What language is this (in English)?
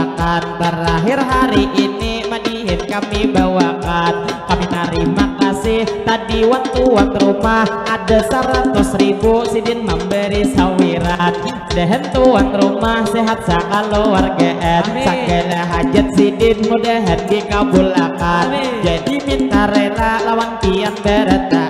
Banjar